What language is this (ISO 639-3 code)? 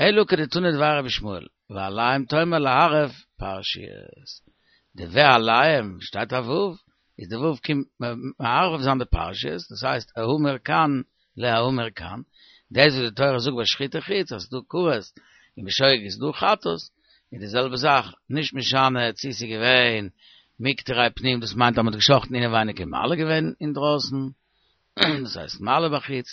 yid